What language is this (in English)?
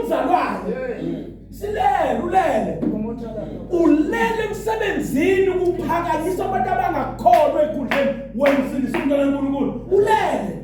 Zulu